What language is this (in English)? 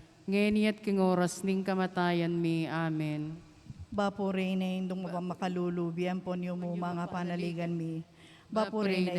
Pampanga